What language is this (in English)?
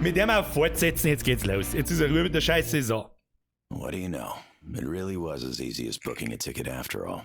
Bavarian